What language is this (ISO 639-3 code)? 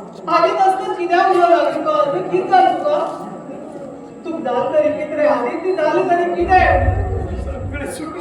kok